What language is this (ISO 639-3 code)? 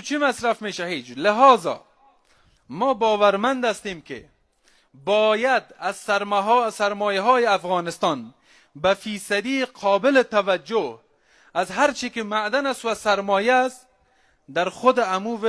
fas